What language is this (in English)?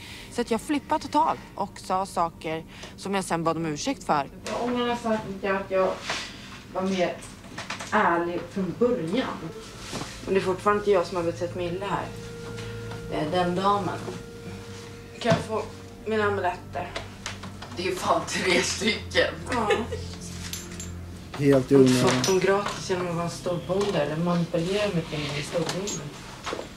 Swedish